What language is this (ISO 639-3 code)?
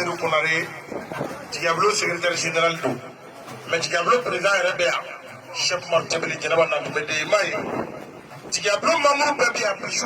bam